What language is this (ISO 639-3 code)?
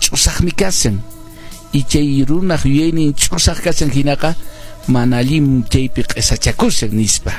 que